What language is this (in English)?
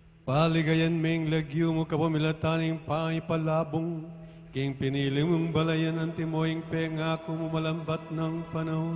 Pampanga